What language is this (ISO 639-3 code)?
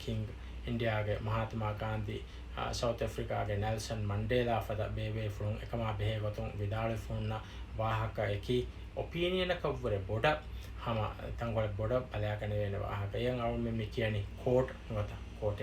div